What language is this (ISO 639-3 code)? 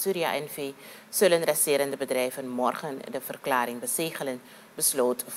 nld